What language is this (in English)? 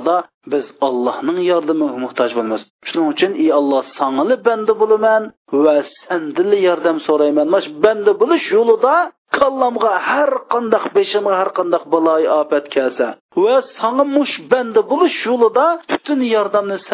Uyghur